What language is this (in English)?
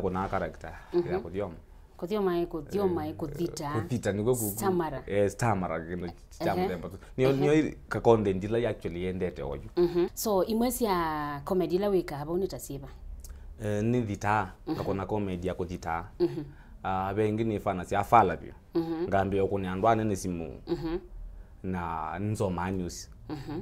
Kamba